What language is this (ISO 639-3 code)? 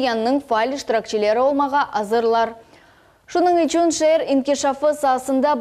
crh